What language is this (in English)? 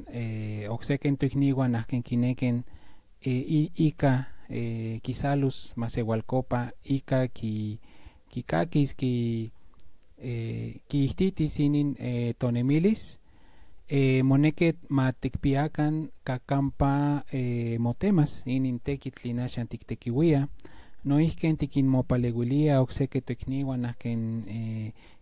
Central Nahuatl